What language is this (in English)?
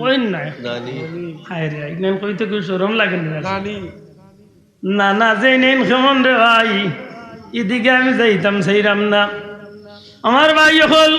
Sylheti